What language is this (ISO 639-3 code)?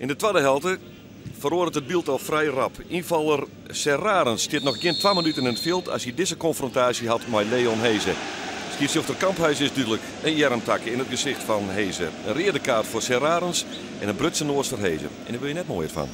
fry